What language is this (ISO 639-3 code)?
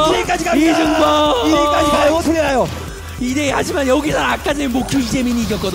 kor